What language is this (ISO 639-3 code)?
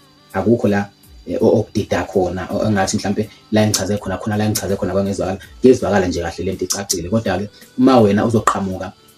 zul